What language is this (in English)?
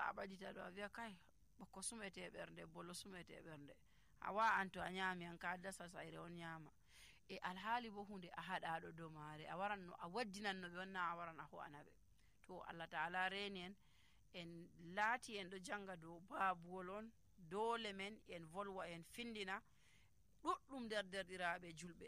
Nigerian Fulfulde